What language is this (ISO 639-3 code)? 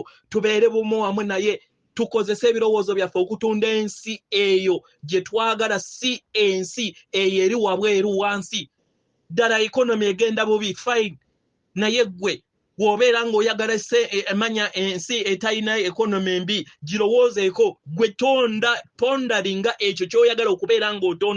lug